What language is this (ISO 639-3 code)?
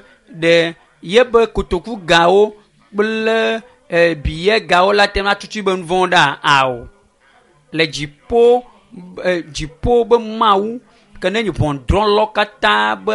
ewe